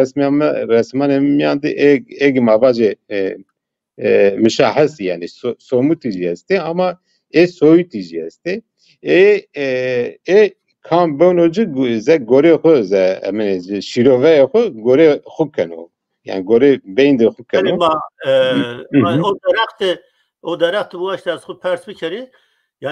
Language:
Zaza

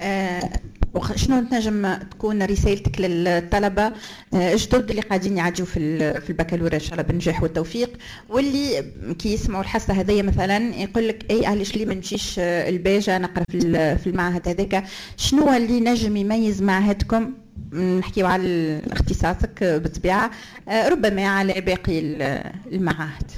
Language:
Tunisian Arabic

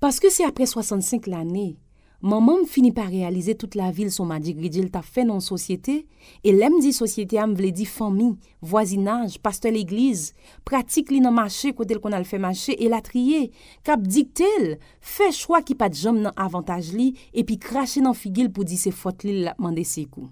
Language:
Haitian Creole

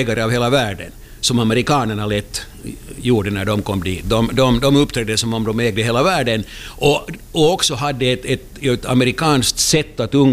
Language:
Swedish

